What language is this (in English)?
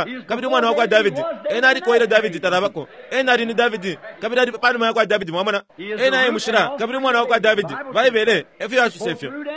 Bemba